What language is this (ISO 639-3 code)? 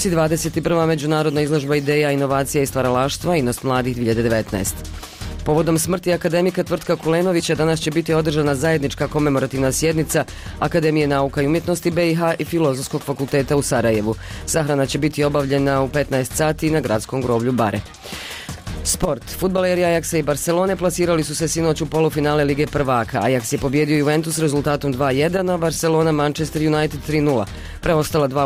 bos